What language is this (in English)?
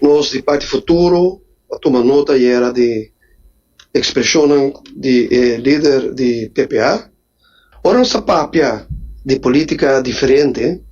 Papiamento